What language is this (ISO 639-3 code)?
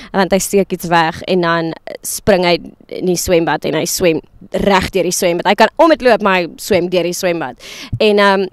afr